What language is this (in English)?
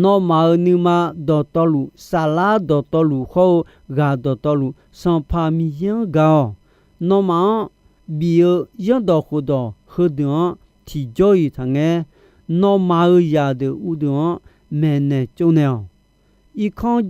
Akha